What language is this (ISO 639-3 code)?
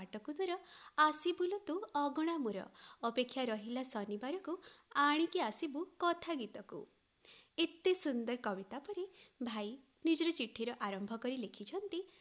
ori